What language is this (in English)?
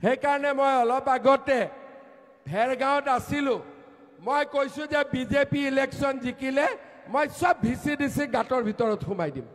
Assamese